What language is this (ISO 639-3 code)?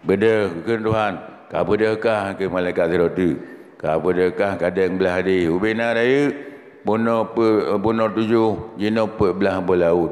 ace